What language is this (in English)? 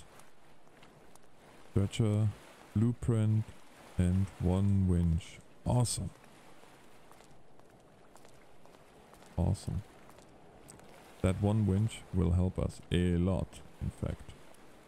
English